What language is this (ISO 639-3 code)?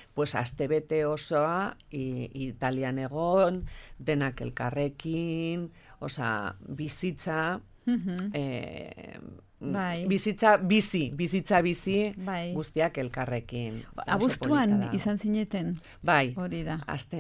eus